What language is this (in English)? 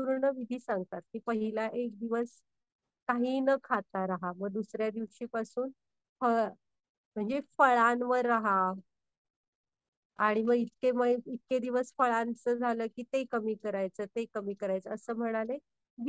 Marathi